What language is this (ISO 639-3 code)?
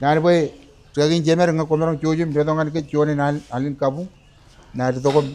mah